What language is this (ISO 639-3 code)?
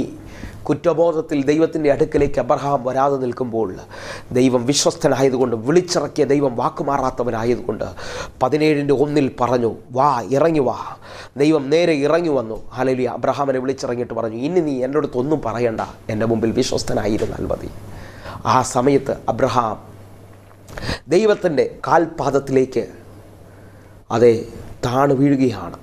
mal